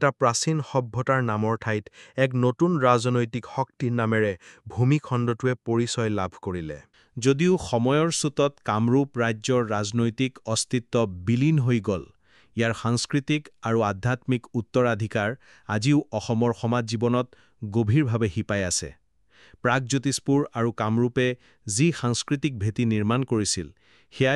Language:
Assamese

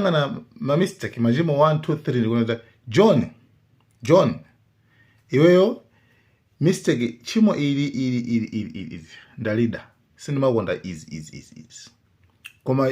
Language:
Nyanja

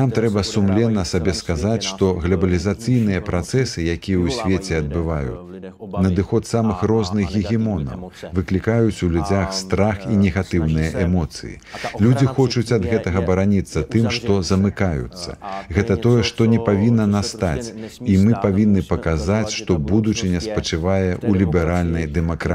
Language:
Belarusian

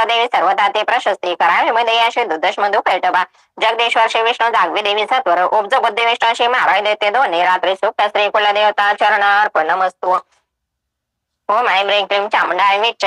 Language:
Marathi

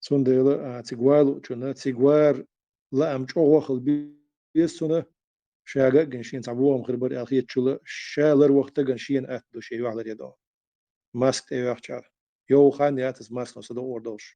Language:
Chechen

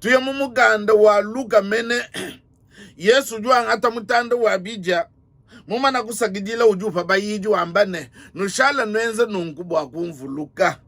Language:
Luba-Lulua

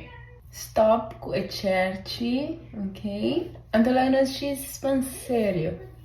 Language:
Papiamento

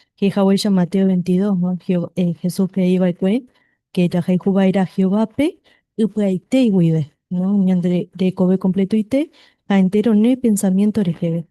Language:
Guarani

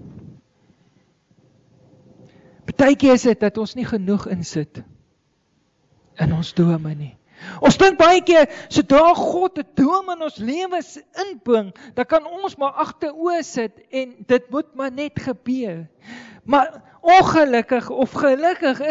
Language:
Afrikaans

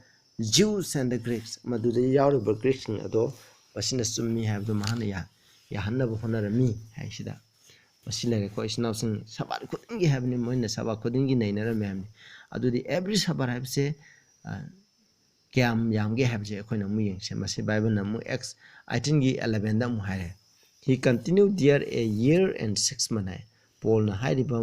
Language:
Manipuri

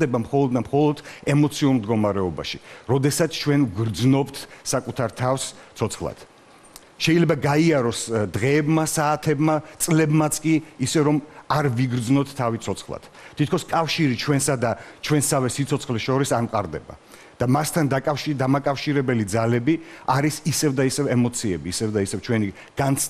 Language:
Georgian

